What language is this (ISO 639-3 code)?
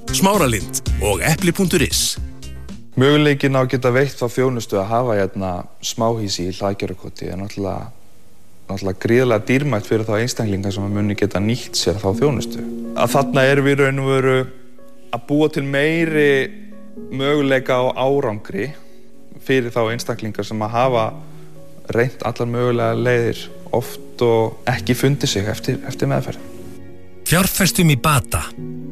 isl